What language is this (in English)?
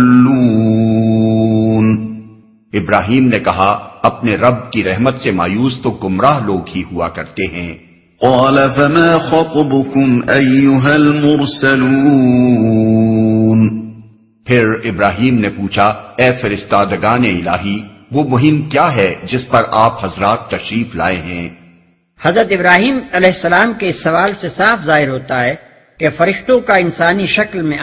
Urdu